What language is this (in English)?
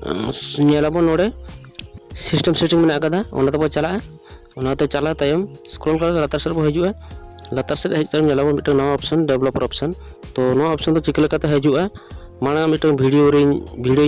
Santali